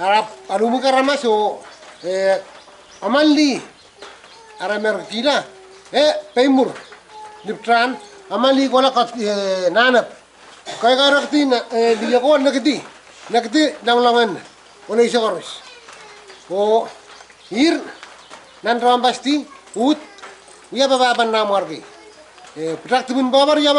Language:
Pohnpeian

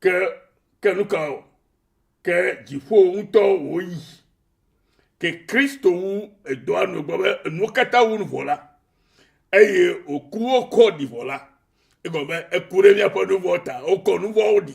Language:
Ewe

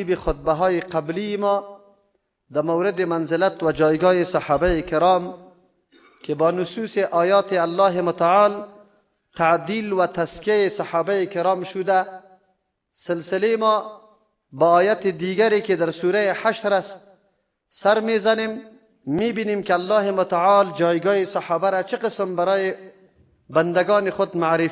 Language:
Persian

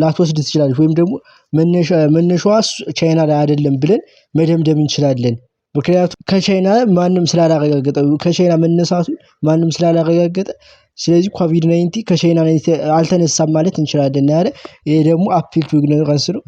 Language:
Amharic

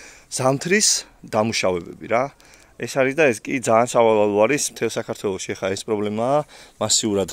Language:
Georgian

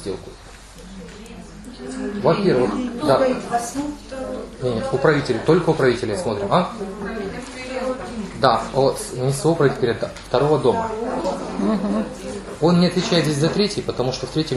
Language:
Russian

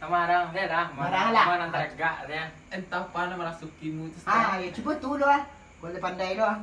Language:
Minangkabau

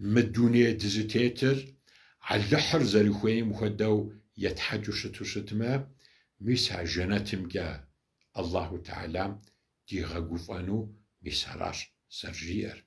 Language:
Kabardian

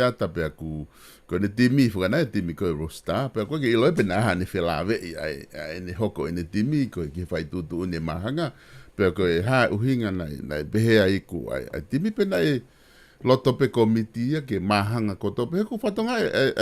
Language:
Tongan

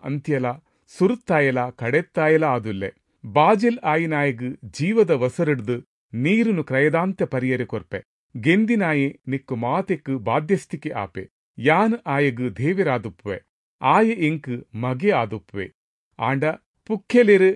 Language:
Tulu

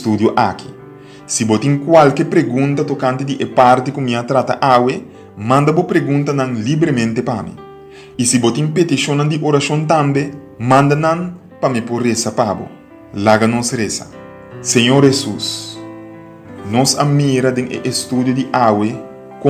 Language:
Papiamento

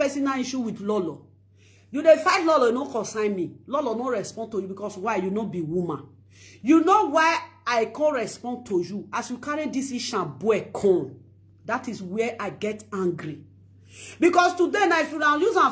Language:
Nigerian Pidgin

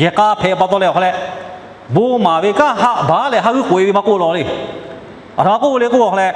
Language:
Lahu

